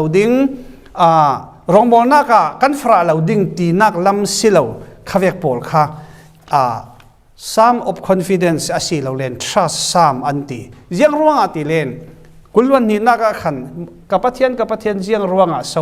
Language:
Falam Chin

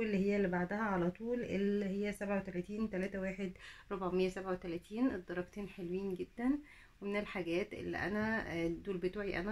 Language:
Egyptian Arabic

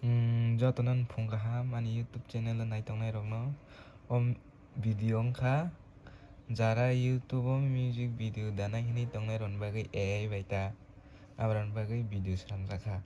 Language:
Kok Borok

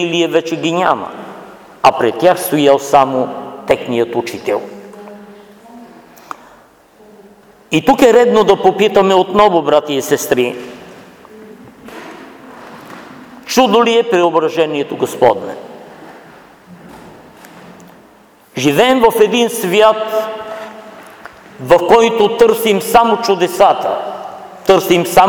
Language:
Bulgarian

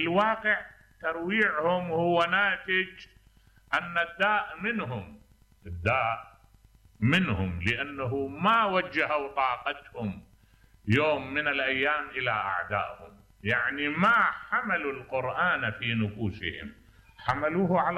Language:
Mesopotamian Arabic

